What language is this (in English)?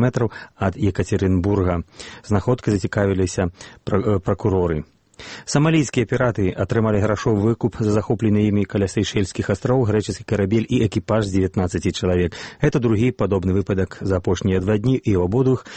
Belarusian